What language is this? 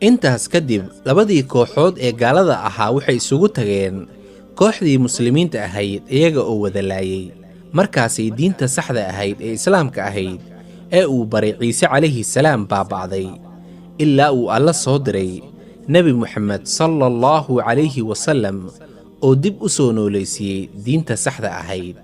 Somali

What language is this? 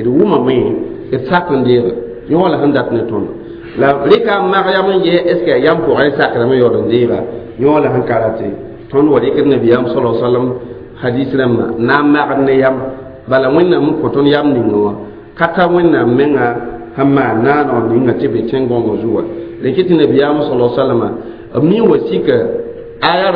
Mossi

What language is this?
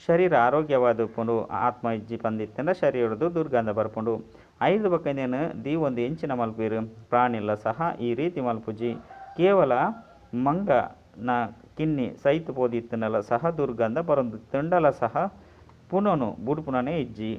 Tulu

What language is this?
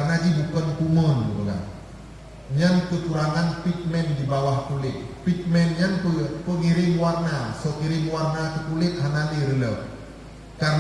Achinese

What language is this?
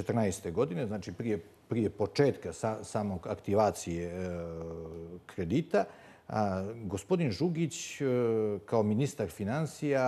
Bosnian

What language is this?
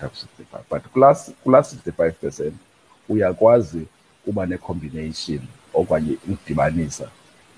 Xhosa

